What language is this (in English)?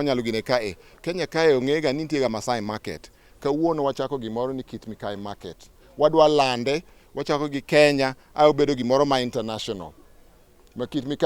Luo (Kenya and Tanzania)